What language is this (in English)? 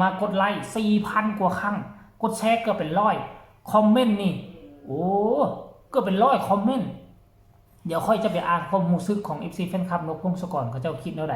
Northeastern Thai